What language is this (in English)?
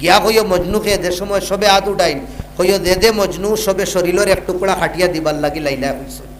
Sylheti